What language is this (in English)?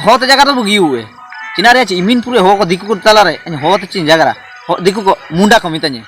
Ho